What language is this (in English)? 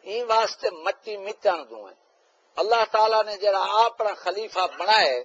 Saraiki